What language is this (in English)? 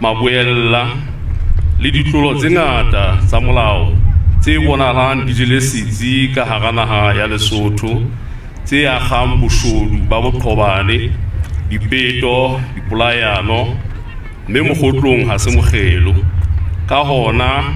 Southern Sotho